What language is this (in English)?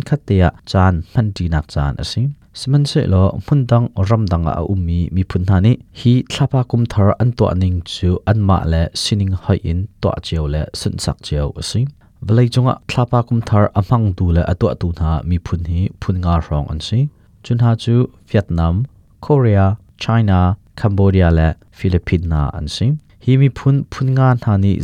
Hakha Chin